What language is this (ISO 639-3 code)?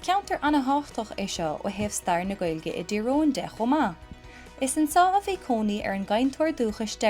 gle